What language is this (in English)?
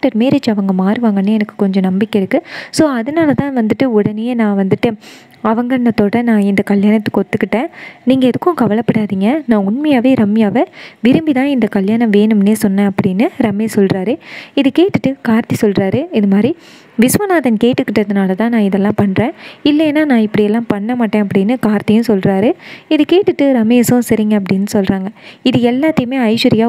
Tamil